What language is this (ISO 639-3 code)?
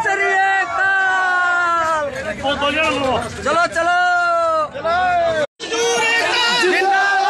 hin